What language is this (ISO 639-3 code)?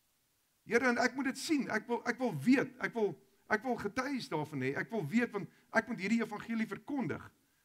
afr